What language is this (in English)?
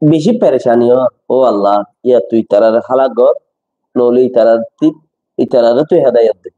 Rohingya